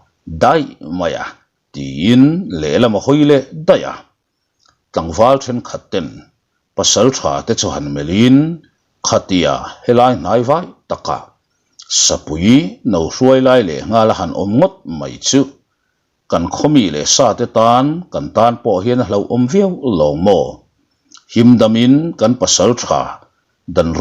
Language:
Mizo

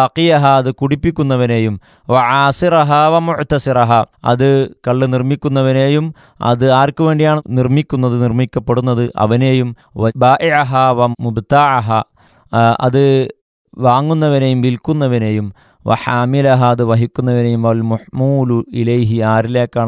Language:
Malayalam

